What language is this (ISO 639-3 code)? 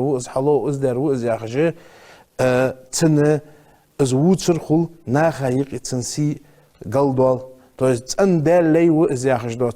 inh